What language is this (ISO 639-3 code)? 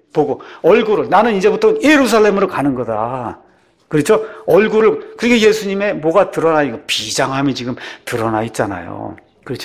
kor